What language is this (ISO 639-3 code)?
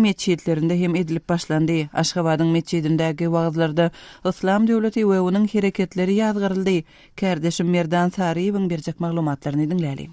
tuk